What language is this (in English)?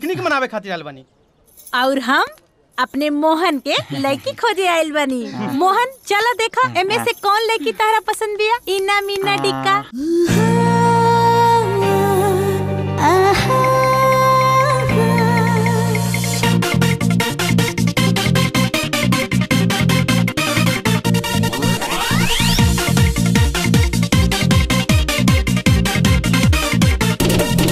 Bhojpuri